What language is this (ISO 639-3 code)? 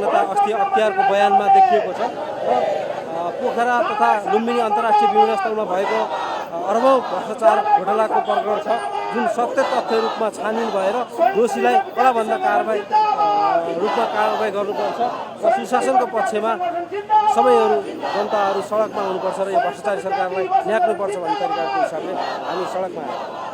nep